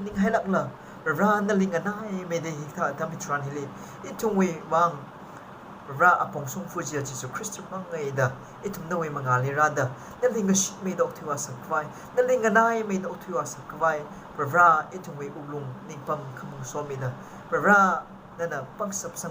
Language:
Tangkhul Naga (India)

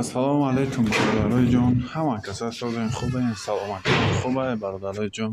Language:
Tajik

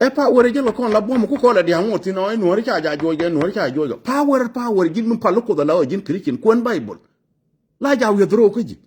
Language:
Nuer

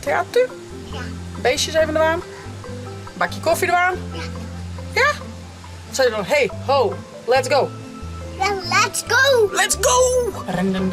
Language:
Western Frisian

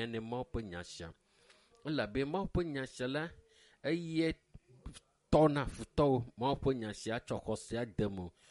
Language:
Ewe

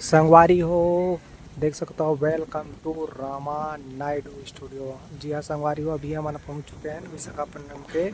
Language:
Chhattisgarhi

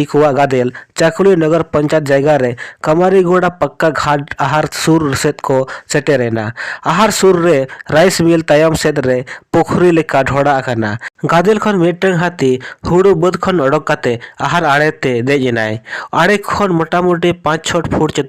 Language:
Santali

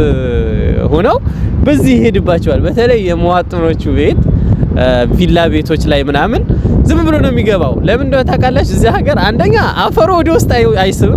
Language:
Amharic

